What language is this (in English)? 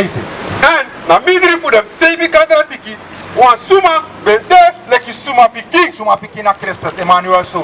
Sranan Tongo